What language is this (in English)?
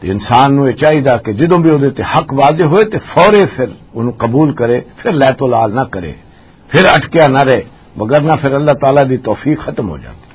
Western Panjabi